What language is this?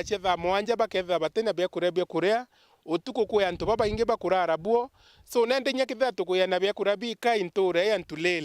Meru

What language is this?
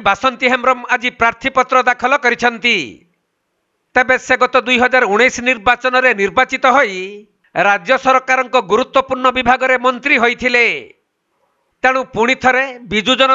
Odia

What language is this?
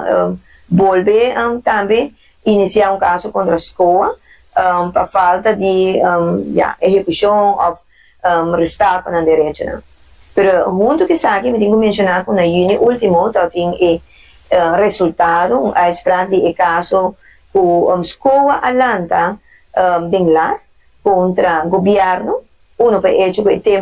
Papiamento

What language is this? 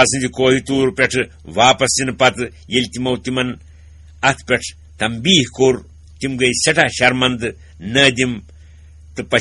Kashmiri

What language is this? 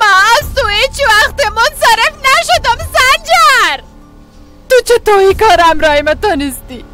Persian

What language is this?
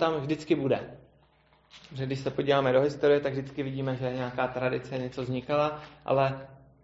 Czech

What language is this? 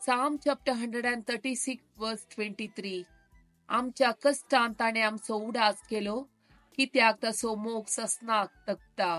Konkani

